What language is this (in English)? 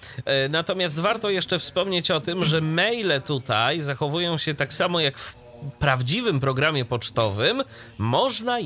Polish